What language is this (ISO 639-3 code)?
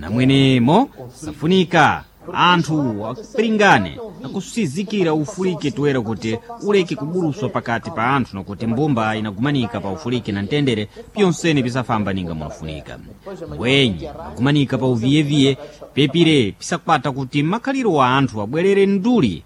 seh